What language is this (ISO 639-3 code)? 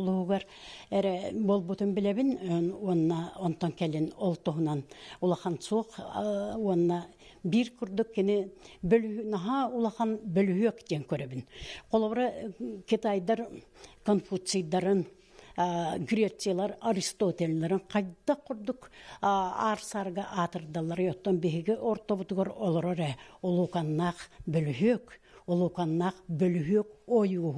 sah